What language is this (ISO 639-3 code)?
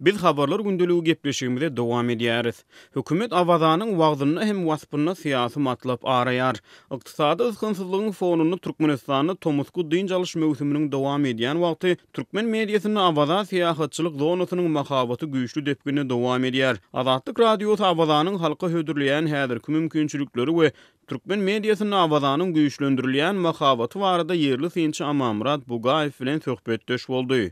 tuk